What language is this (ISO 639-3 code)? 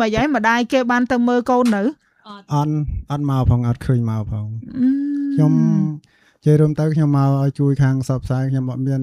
khm